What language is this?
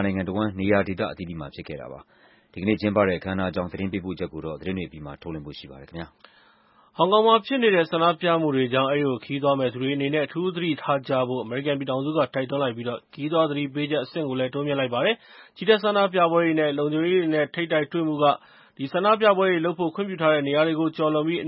Burmese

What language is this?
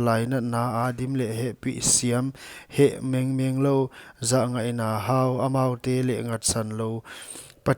Paite Chin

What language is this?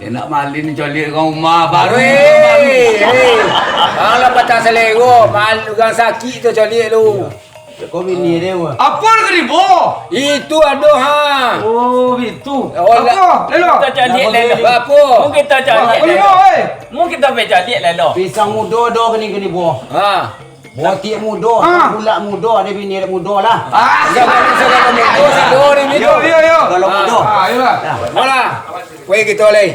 Minangkabau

